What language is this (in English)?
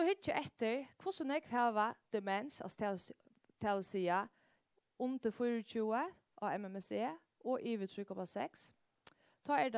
Faroese